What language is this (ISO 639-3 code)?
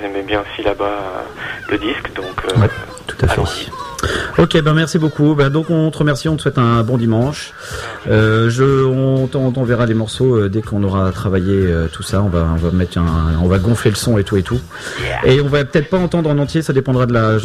fra